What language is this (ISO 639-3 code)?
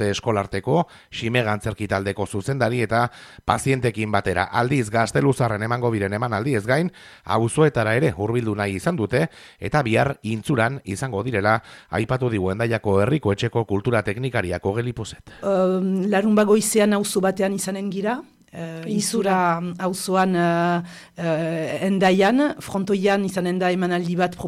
eus